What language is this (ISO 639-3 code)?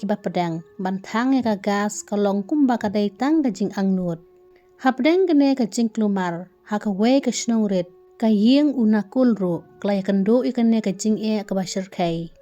kha